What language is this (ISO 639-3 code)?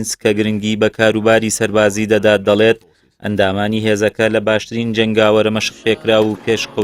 ckb